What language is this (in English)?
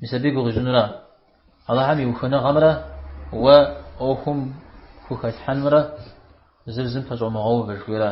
Kabardian